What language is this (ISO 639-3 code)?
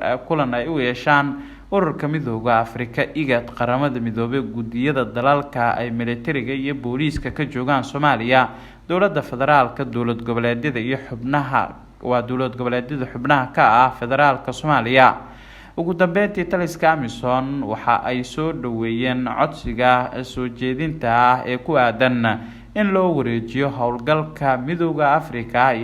som